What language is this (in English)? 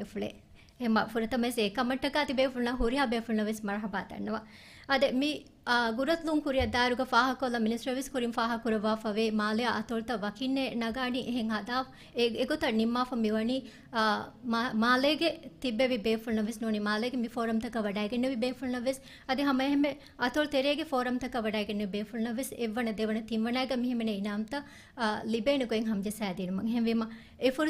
Divehi